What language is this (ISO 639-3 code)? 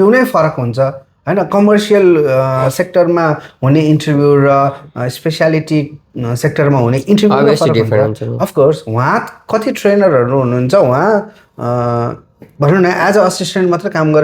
nep